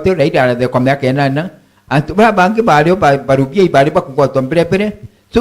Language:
Meru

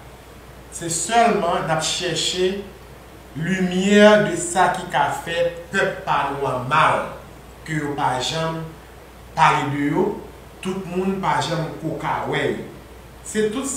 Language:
Haitian Creole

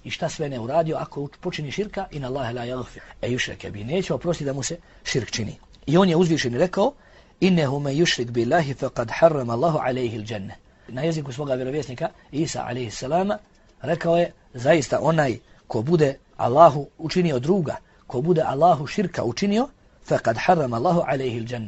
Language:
Bosnian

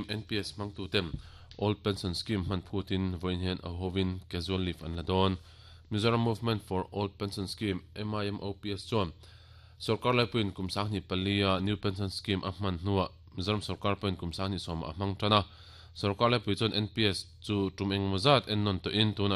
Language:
Mizo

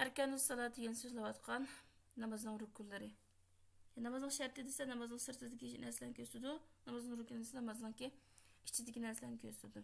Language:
Uyghur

